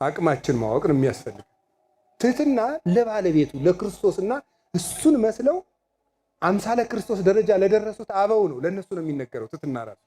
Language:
Amharic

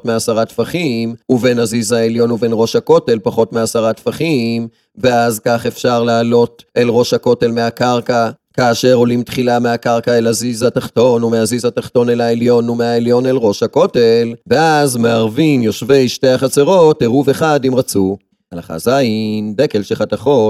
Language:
Hebrew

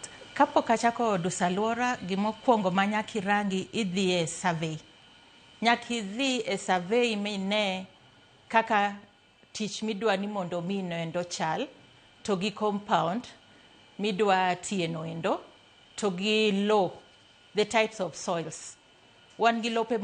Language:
Luo (Kenya and Tanzania)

